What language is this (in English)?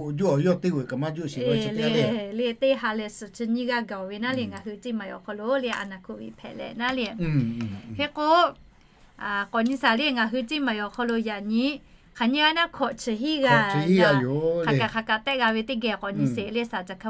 Lahu